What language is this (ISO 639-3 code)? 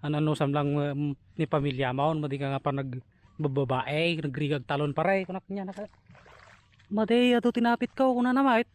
ilo